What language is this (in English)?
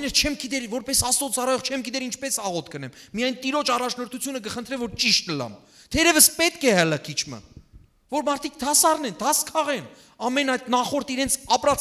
Western Armenian